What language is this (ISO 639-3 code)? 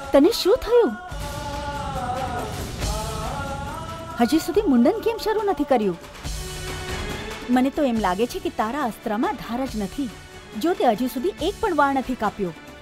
guj